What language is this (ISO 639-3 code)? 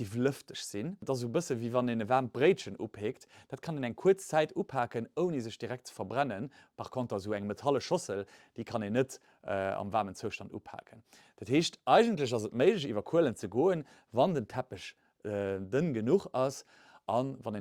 ltz